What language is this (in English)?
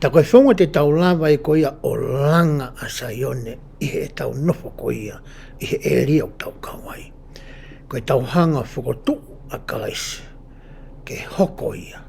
Tongan